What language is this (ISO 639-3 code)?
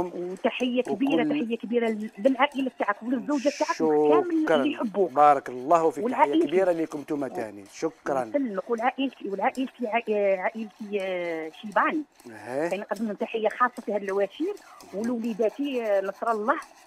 arq